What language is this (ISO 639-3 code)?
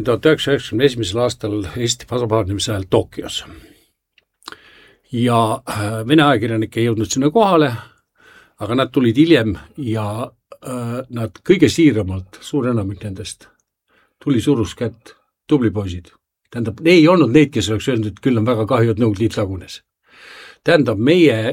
est